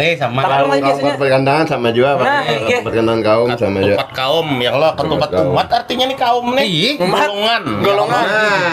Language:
Banjar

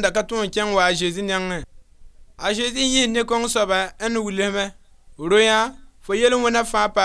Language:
Mossi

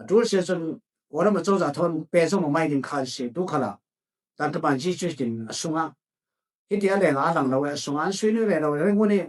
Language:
Falam Chin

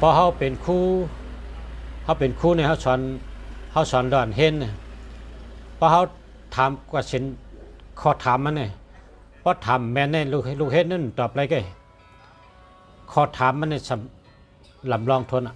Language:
Shan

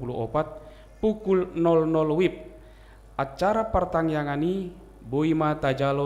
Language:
Batak Toba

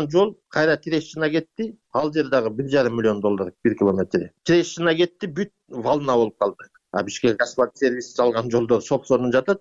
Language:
Kyrgyz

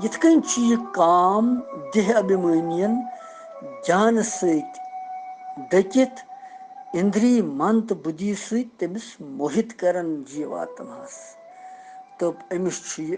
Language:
Kashmiri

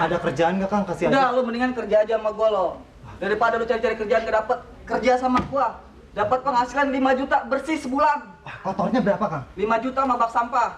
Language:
Betawi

